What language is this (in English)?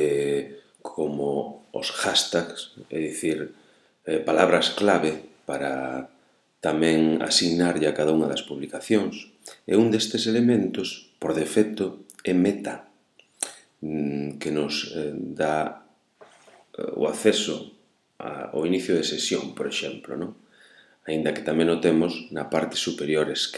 Galician